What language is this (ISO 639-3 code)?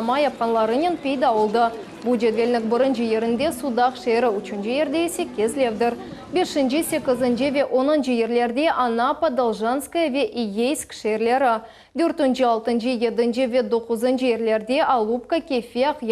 crh